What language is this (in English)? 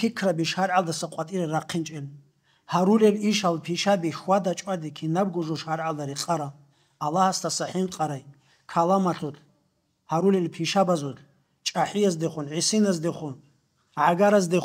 Avaric